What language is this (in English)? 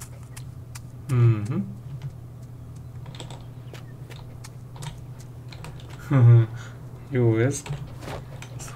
Hungarian